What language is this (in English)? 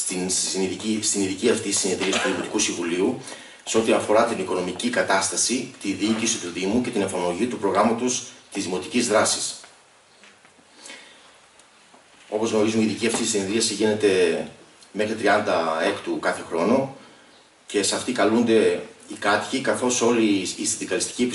Greek